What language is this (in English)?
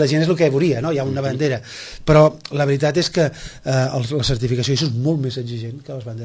Catalan